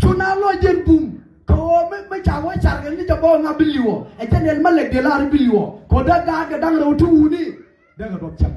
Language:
Nuer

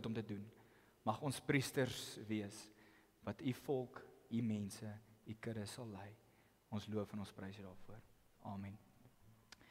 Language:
Afrikaans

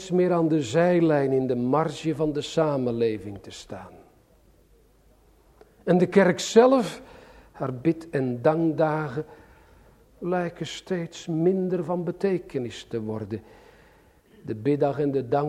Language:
Dutch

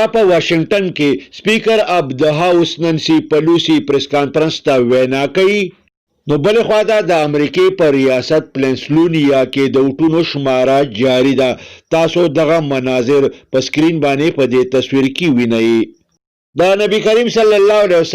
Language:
Pashto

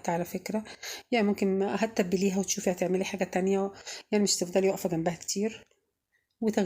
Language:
Egyptian Arabic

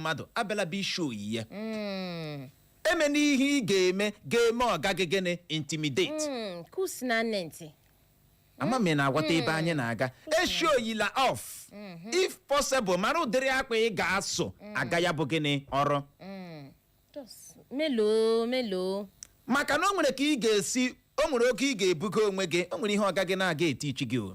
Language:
Igbo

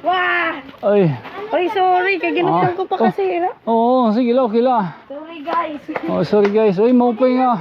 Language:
Waray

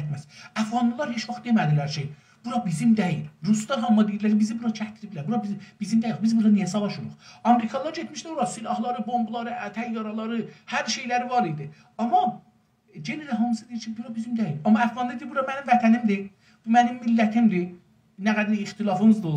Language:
South Azerbaijani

